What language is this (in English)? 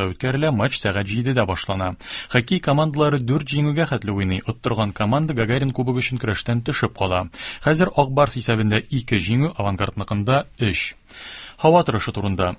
Tatar